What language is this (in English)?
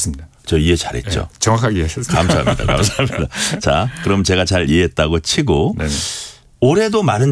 Korean